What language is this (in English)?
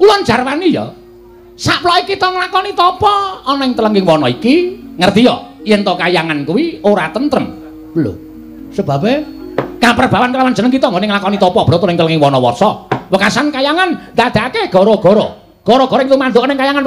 Javanese